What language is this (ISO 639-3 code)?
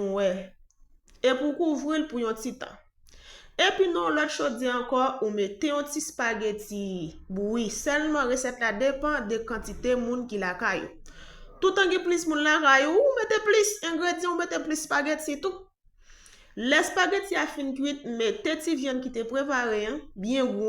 hat